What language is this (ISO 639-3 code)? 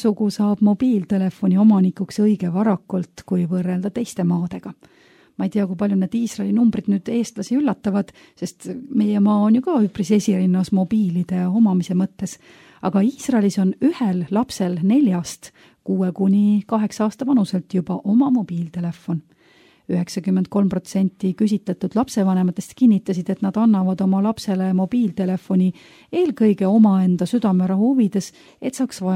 est